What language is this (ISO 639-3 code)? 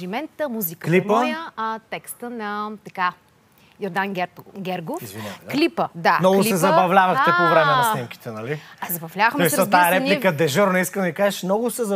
bul